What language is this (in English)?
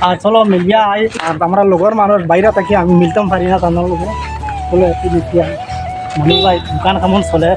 Sylheti